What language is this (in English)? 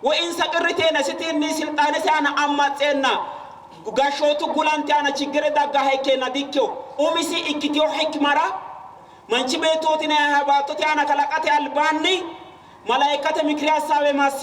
Sidamo